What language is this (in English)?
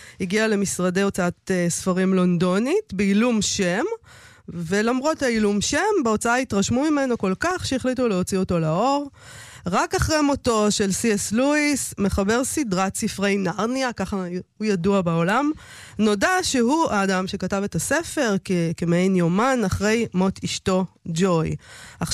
Hebrew